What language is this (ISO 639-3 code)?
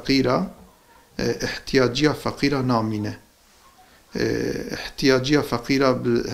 kur